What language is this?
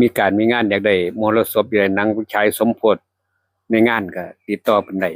Northeastern Thai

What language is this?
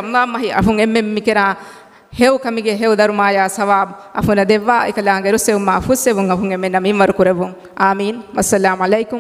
Divehi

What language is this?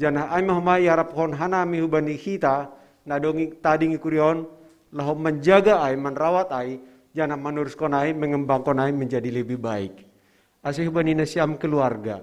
Batak Simalungun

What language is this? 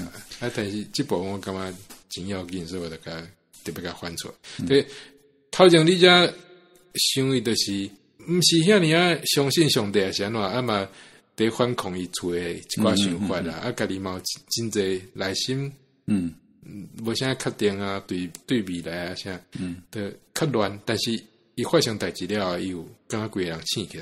Min Nan Chinese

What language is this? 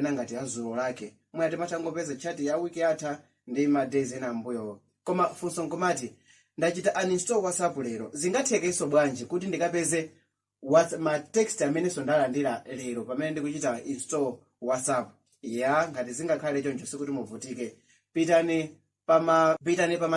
Nyanja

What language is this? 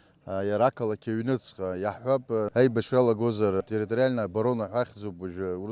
Abkhazian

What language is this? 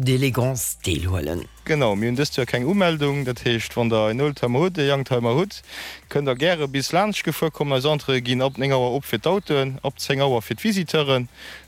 Luxembourgish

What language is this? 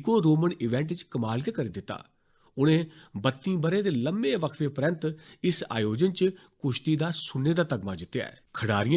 Dogri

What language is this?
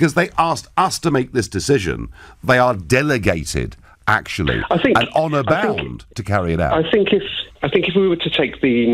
English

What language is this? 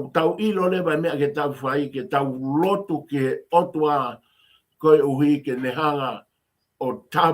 Tongan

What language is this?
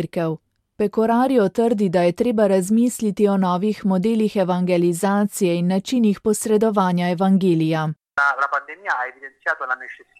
Slovenian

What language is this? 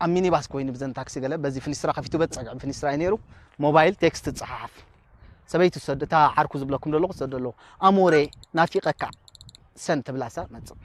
Tigrinya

